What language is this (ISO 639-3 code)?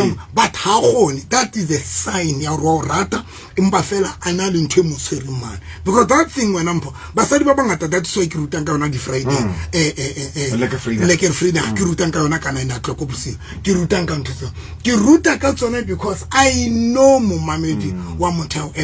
sot